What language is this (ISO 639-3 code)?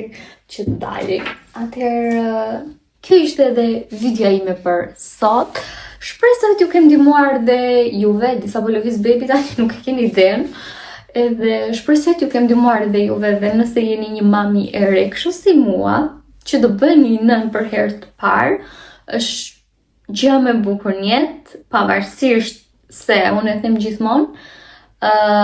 sqi